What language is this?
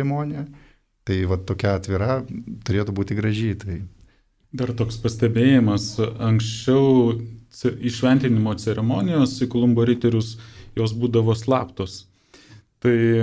Lithuanian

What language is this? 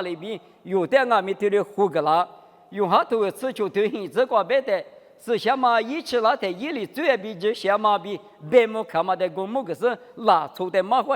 Lisu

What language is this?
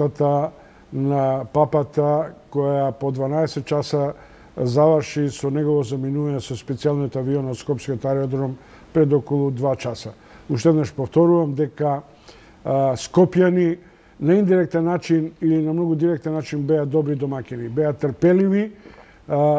Macedonian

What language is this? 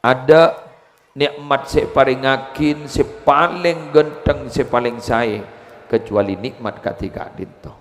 Madurese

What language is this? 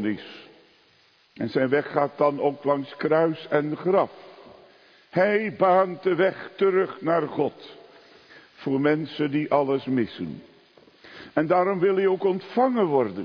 Dutch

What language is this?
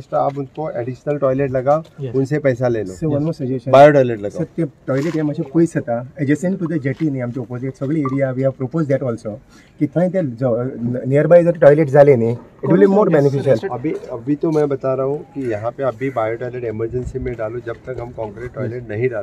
Konkani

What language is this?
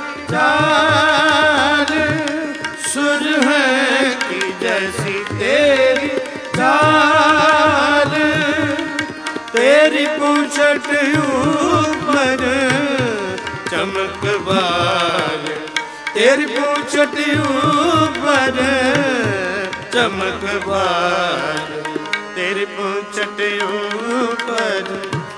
Punjabi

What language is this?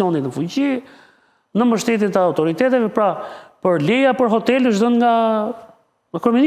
Albanian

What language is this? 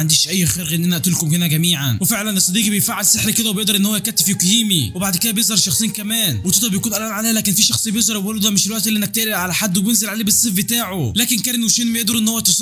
Egyptian Arabic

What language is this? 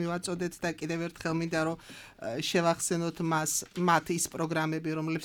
Georgian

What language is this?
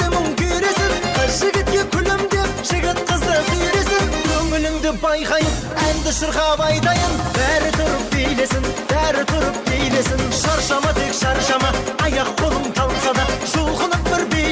Kara-Kalpak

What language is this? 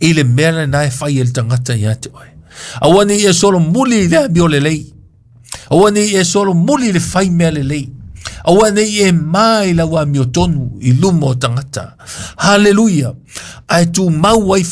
Samoan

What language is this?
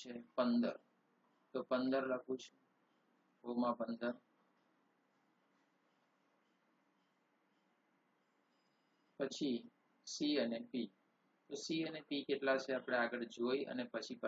Gujarati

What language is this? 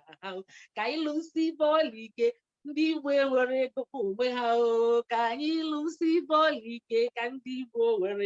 Igbo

